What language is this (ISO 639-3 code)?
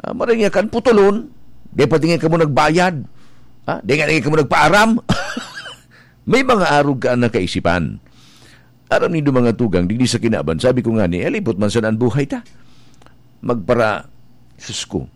bik